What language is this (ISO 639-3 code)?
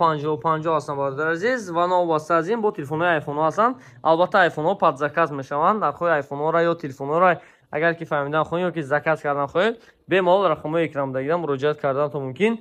tgk